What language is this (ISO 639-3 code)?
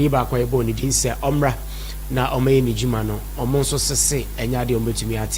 aka